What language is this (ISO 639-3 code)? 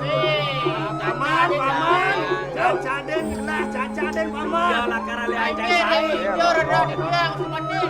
ban